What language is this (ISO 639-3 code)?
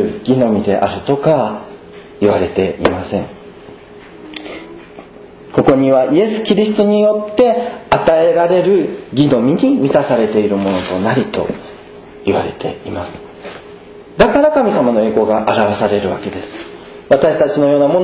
jpn